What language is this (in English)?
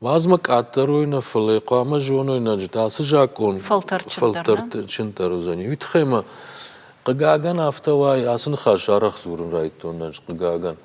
Ossetic